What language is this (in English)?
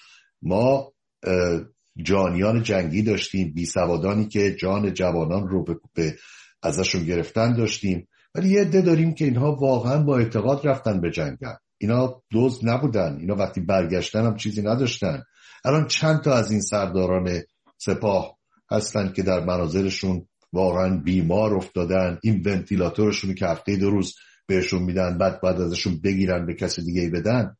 Persian